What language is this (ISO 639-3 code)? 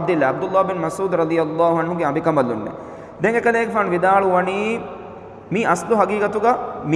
div